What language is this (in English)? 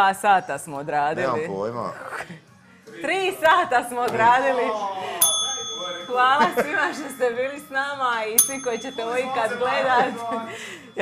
Croatian